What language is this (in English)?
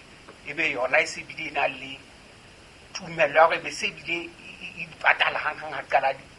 Southern Sotho